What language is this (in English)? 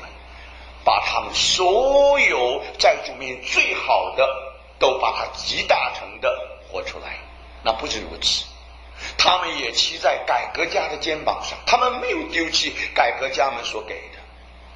Chinese